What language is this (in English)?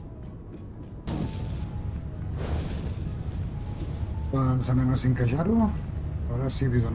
Catalan